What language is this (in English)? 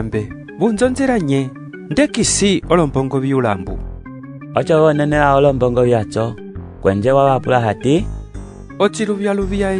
Umbundu